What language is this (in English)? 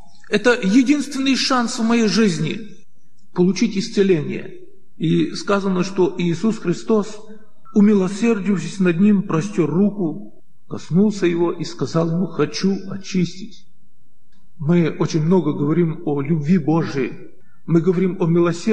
Russian